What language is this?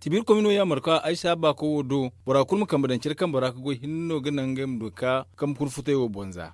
Zarma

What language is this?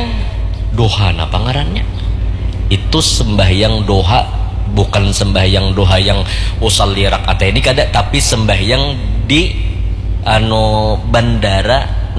Banjar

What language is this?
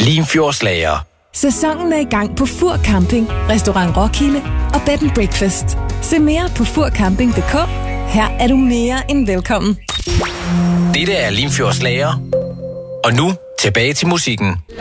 Danish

